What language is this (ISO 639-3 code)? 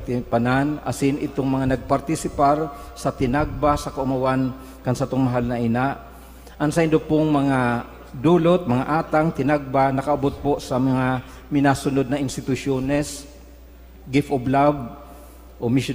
bik